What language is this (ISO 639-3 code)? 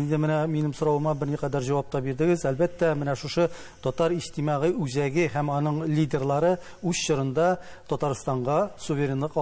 tat